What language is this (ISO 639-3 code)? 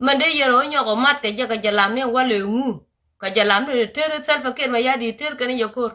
nus